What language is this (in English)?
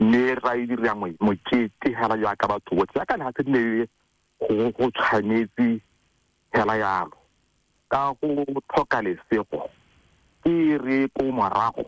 Tswana